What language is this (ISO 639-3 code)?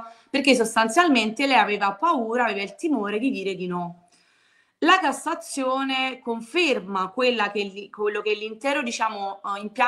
ita